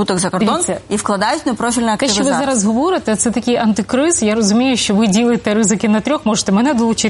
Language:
Ukrainian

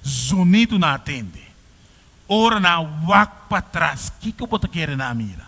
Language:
Papiamento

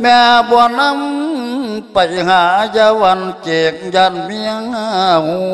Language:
Lao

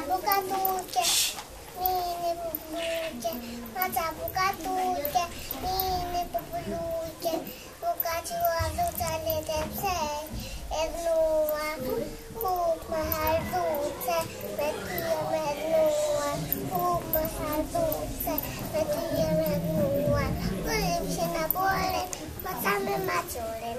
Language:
Albanian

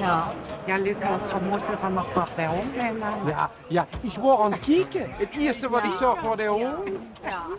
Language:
Limburgish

